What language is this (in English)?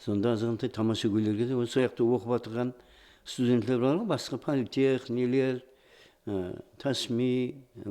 Kara-Kalpak